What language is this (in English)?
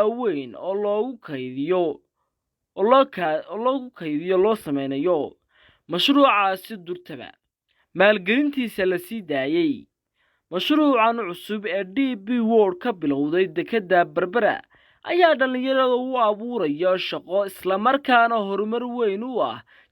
Somali